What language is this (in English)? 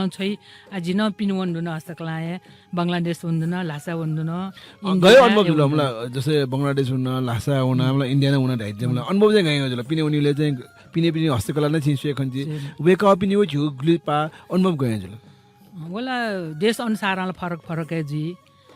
Newari